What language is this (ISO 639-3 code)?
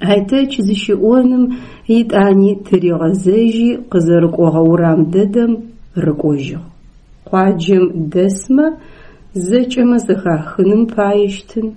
ady